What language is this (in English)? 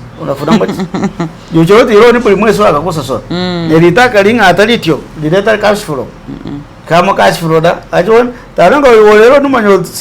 Masaaba